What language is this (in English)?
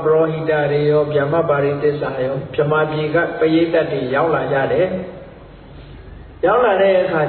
Burmese